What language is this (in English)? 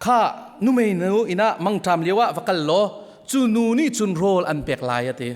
Hakha Chin